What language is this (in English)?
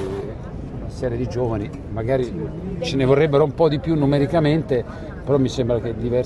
Italian